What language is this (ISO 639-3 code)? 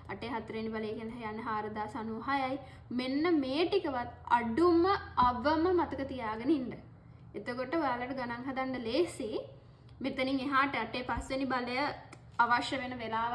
sin